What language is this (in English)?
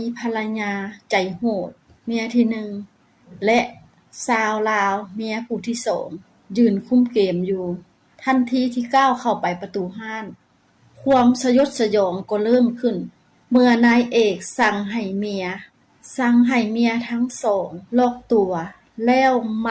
Lao